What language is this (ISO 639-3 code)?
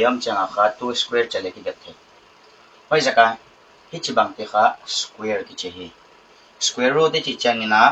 pck